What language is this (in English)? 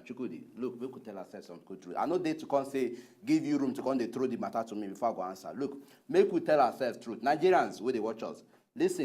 Nigerian Pidgin